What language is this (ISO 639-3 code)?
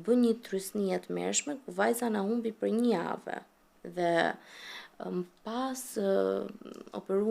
sqi